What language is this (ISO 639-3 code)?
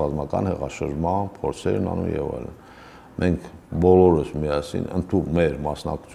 hye